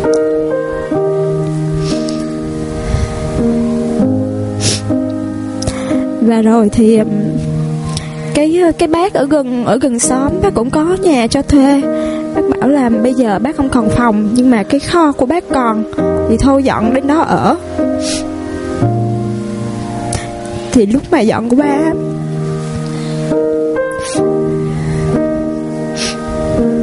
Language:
Vietnamese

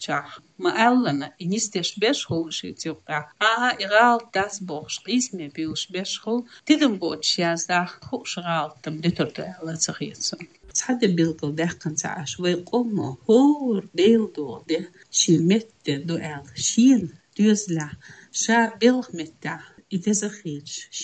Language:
Chechen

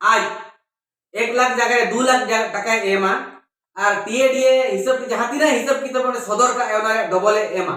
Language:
Santali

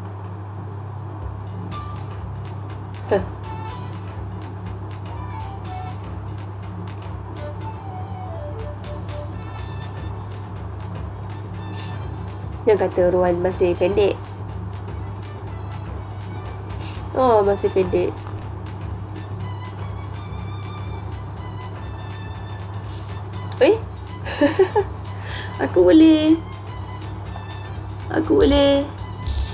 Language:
Malay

